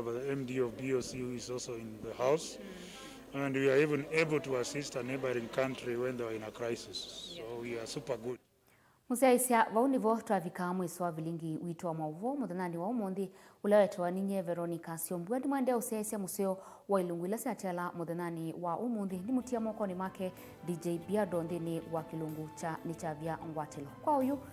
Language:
Kamba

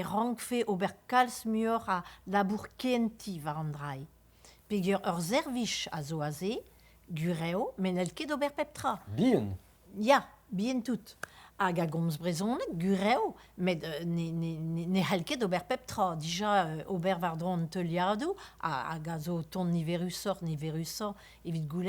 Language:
Breton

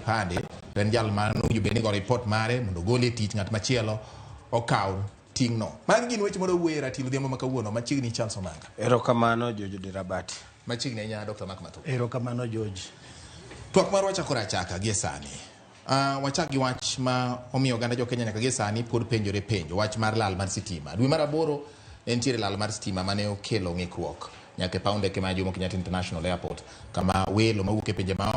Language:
Luo (Kenya and Tanzania)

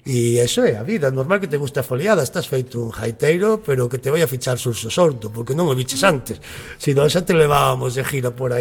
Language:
Galician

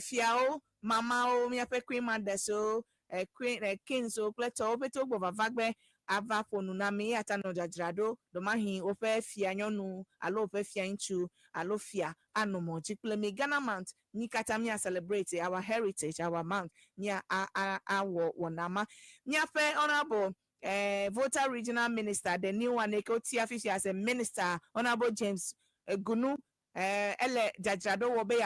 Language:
Ewe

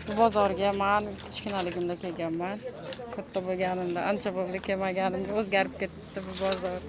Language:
Uzbek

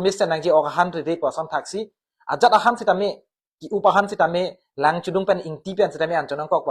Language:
Karbi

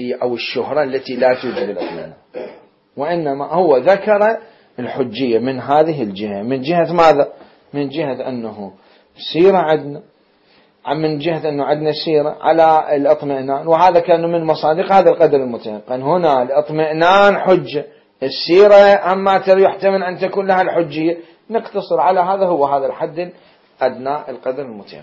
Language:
Mesopotamian Arabic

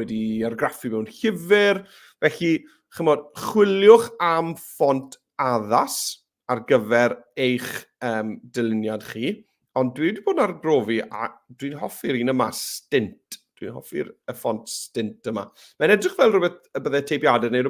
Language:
Welsh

